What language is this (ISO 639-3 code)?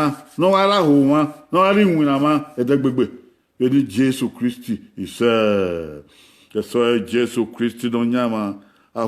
bin